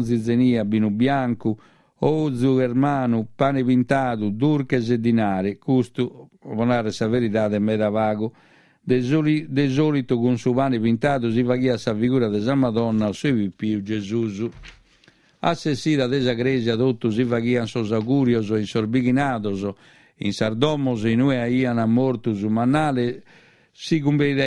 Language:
Sardinian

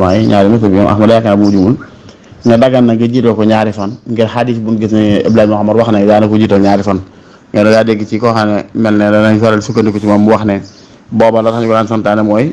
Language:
Wolof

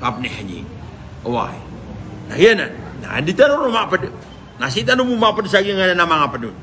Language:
Maranao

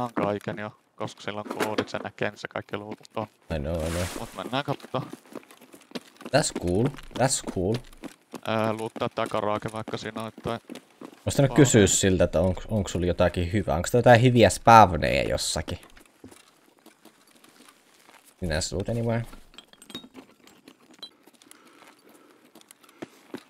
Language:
Finnish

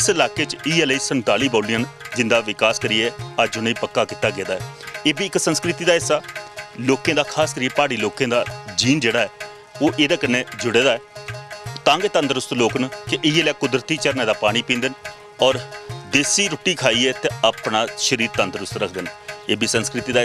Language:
Dogri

